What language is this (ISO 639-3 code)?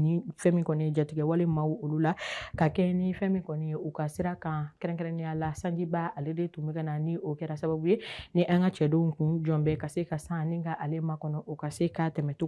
bam